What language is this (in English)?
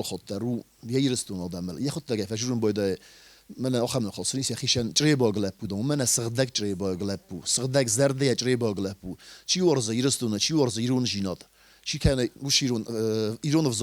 Ossetic